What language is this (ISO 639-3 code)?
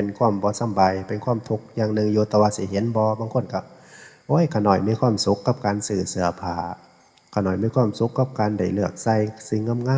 tts